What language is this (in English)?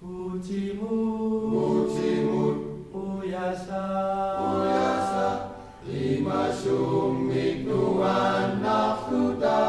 Kalaallisut